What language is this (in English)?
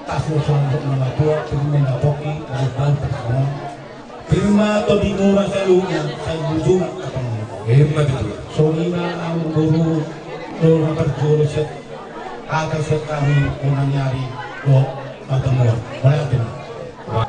Batak Toba